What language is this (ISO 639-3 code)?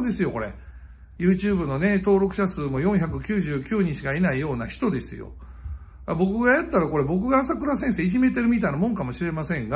jpn